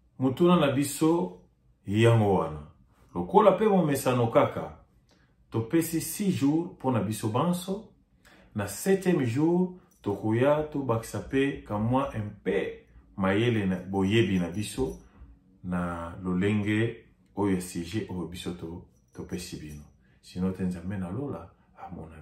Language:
Lingala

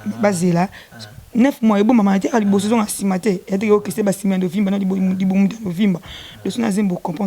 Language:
Lingala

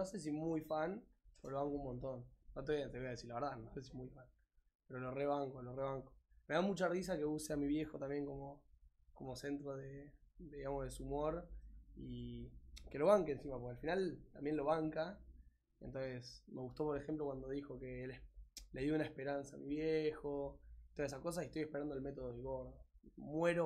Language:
Spanish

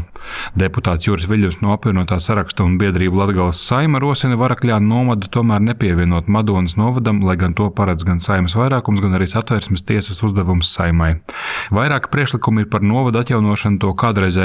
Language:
Latvian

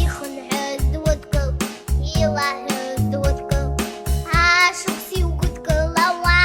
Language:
Abkhazian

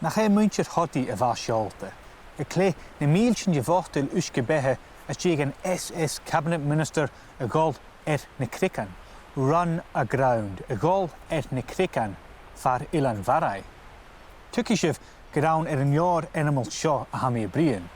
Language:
Scottish Gaelic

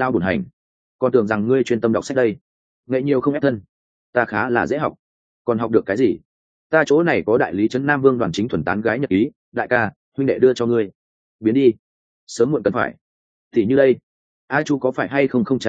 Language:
Vietnamese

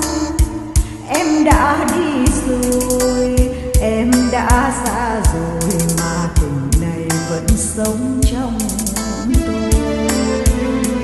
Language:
Vietnamese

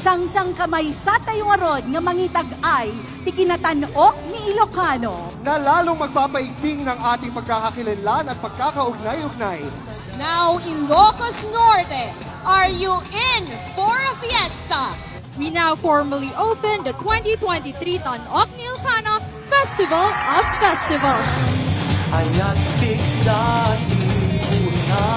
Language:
Iloko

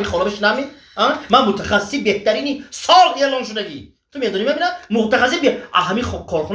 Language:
Tajik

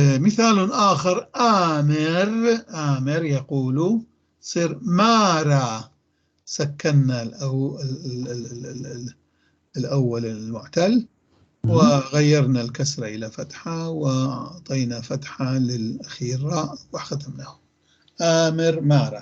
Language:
North Levantine Arabic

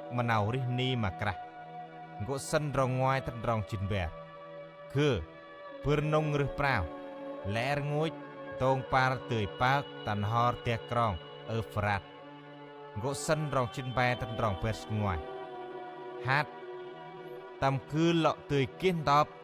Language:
Central Mnong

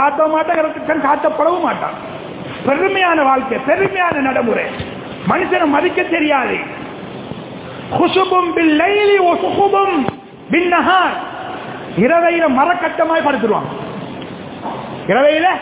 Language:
Tamil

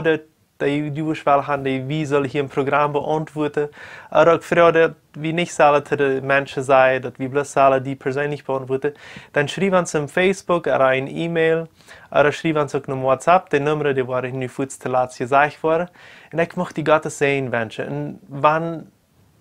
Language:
Plautdietsch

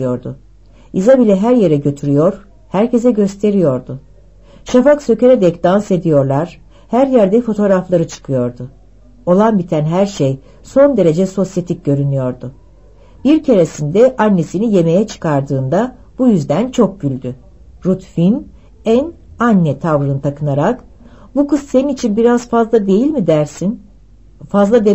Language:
Turkish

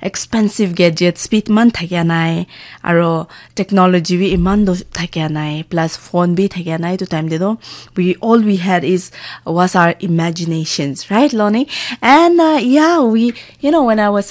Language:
Naga Pidgin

